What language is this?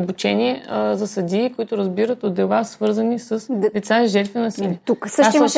Bulgarian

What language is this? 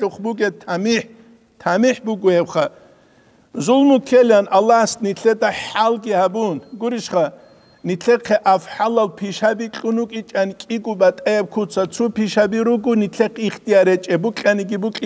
Avaric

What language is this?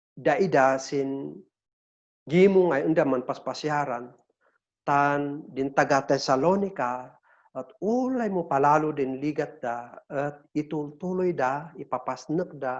Kankanaey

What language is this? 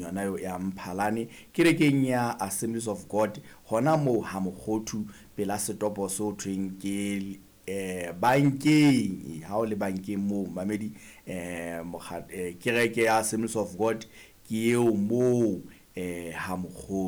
Southern Sotho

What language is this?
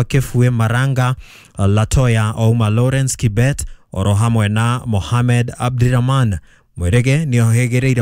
Kikuyu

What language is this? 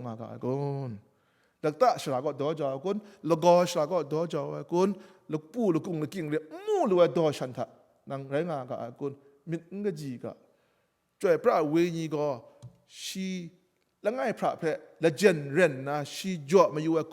Kachin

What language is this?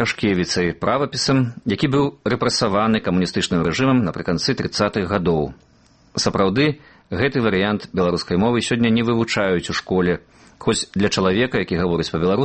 Belarusian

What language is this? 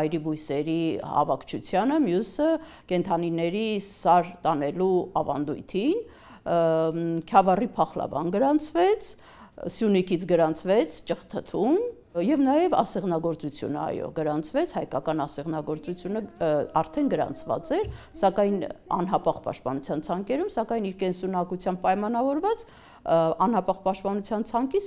Armenian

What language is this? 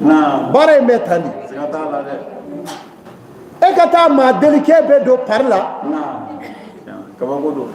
Bambara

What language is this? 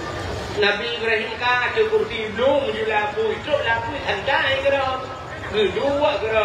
Achinese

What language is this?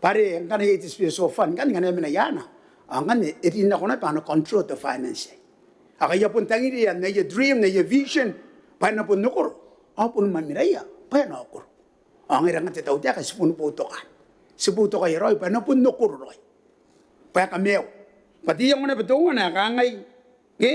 Gilbertese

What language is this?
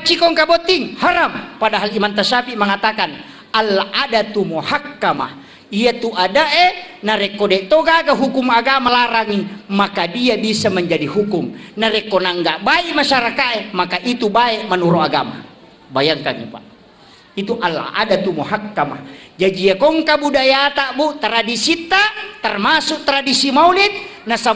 Buginese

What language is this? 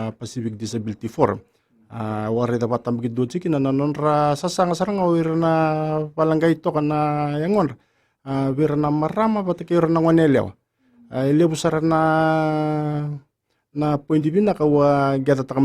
Fijian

